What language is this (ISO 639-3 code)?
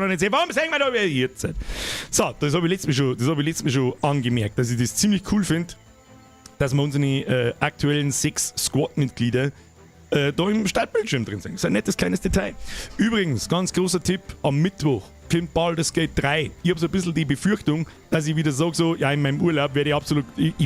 bar